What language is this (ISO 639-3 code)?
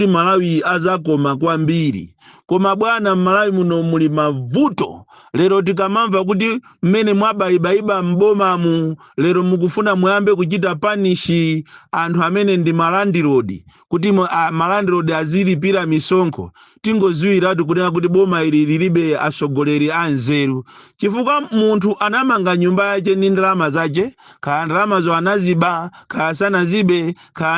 nya